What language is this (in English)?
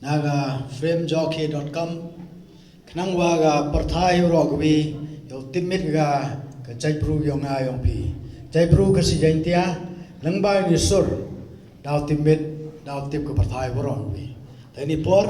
Pnar